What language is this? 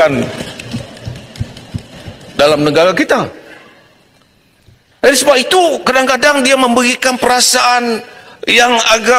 Malay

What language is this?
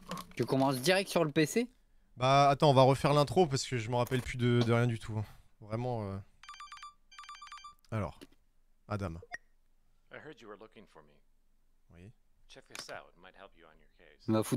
French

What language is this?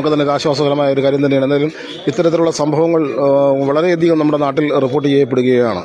Malayalam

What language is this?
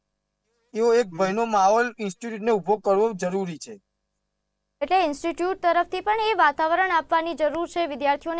Gujarati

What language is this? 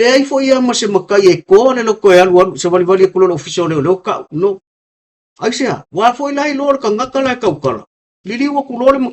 Samoan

